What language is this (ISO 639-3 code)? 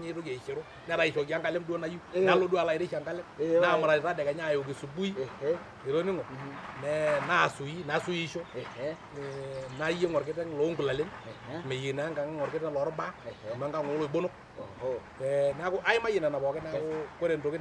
mas